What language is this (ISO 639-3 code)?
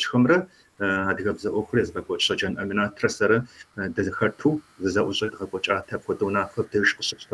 kbd